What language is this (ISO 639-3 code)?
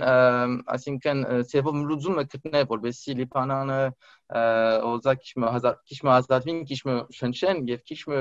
hye